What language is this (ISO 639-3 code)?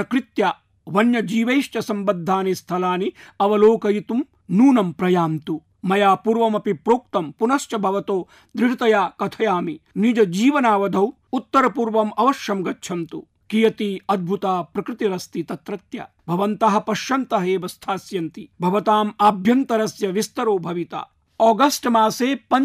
san